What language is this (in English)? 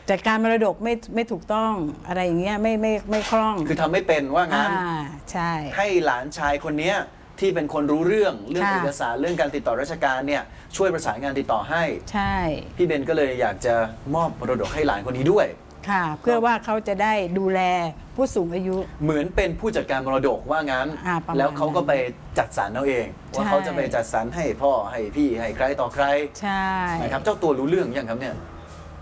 Thai